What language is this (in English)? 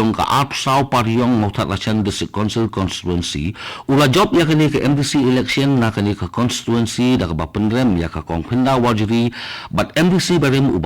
Khasi